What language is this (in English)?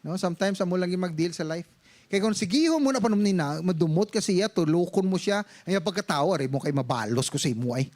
Hiligaynon